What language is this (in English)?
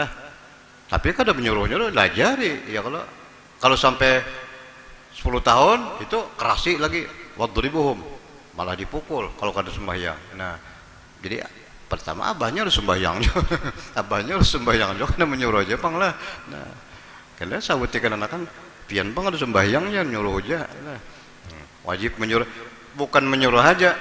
Banjar